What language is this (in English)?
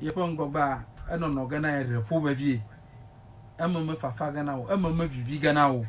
Ewe